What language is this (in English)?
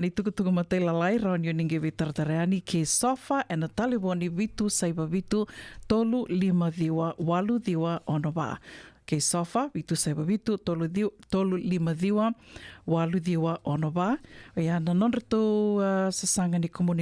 Fijian